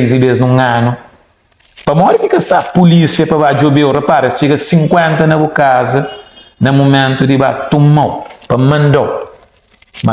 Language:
Kabuverdianu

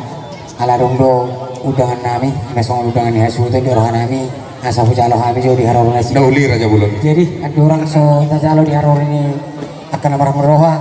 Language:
Batak Toba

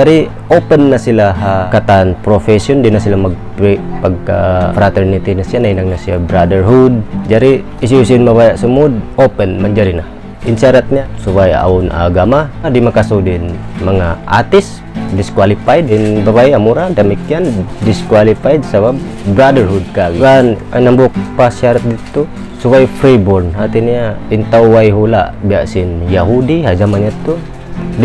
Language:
Tausug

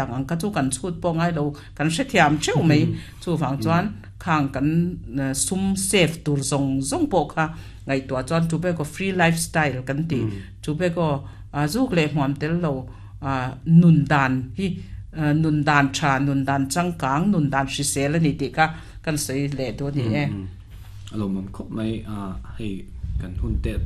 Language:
Mizo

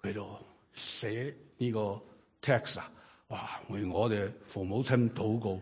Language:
Cantonese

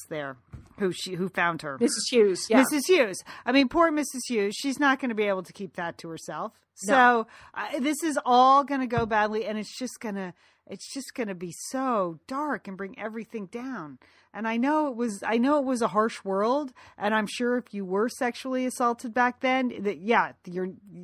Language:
English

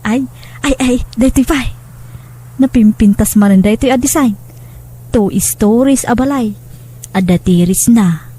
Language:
Iloko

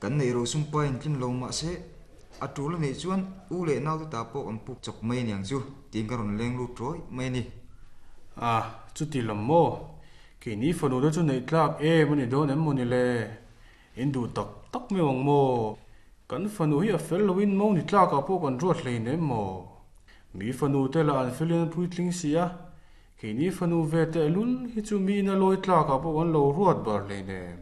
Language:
Mizo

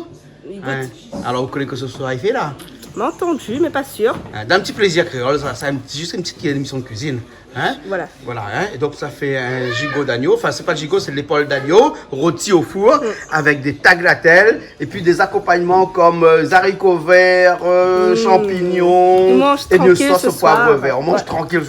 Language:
Réunion Creole French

